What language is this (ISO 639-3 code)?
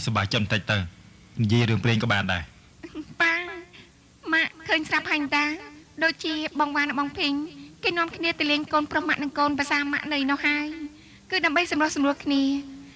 khm